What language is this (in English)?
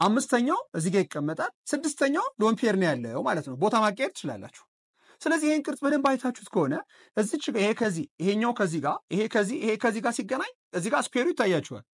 Amharic